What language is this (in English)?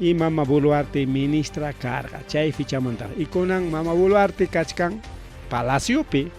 Ayacucho Quechua